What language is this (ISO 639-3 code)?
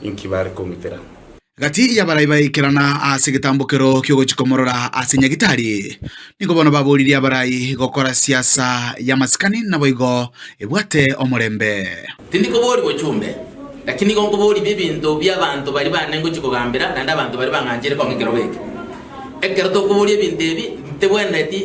guz